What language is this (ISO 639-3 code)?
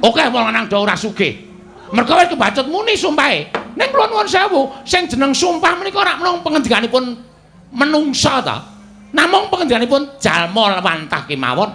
jav